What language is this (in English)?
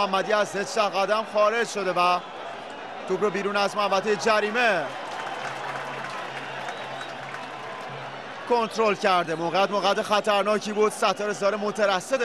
Persian